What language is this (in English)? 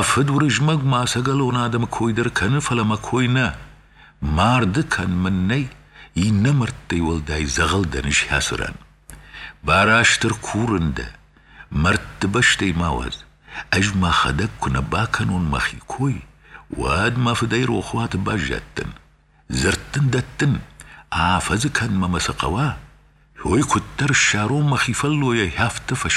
Ossetic